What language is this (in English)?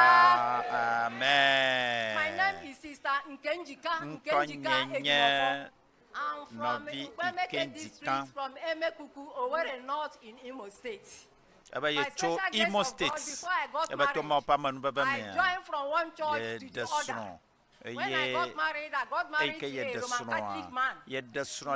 Ewe